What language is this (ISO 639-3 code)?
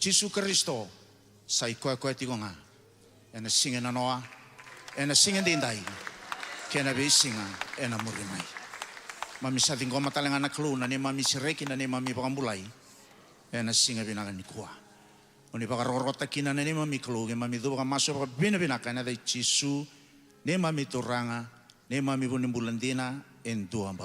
fij